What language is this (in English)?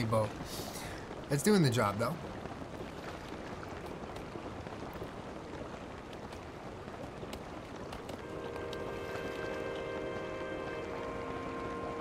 English